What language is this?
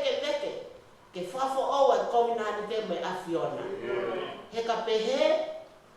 Tongan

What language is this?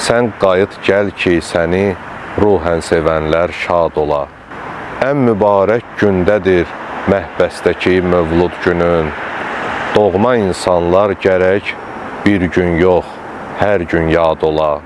Azerbaijani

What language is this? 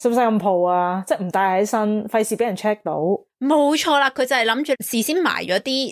Cantonese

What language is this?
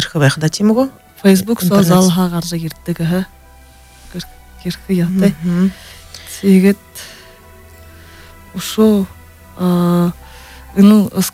Buriat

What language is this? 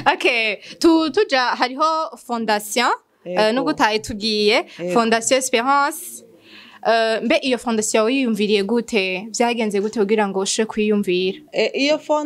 Rundi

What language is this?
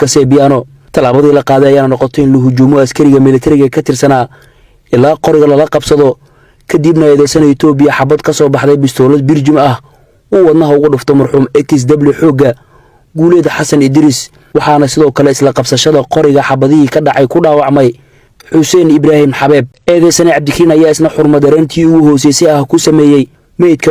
Somali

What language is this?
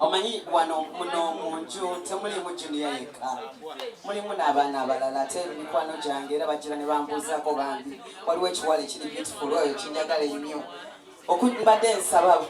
Ganda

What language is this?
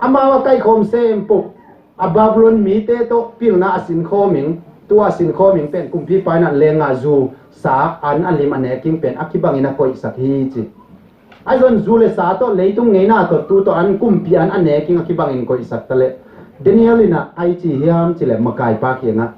Tedim Chin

